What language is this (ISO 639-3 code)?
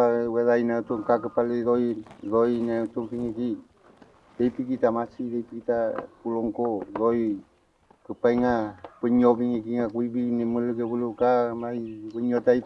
arn